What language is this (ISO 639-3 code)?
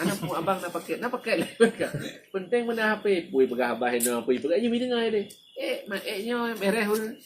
ace